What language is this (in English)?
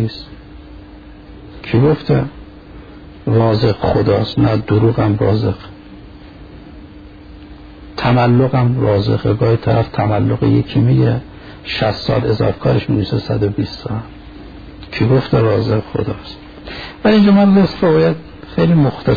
Persian